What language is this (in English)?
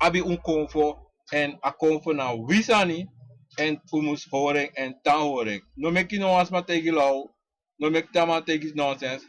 Sranan Tongo